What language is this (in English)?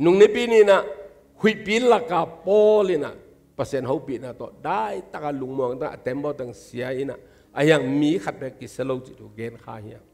Tedim Chin